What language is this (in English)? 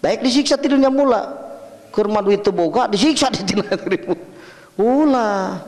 Sundanese